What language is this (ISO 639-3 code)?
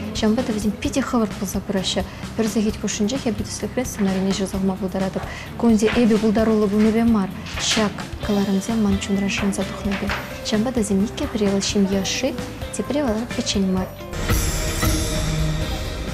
chv